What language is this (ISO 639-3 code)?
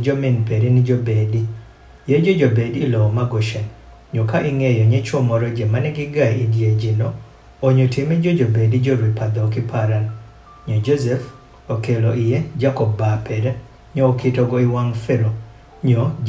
adh